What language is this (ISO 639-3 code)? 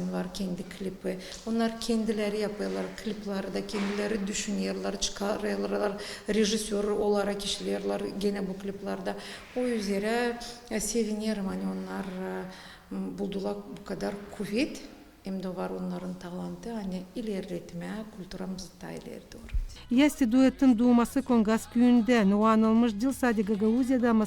gag